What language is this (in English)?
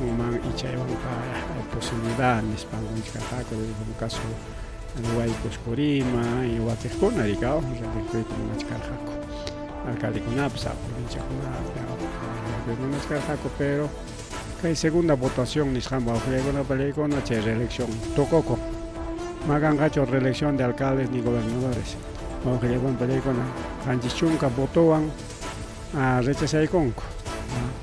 Ayacucho Quechua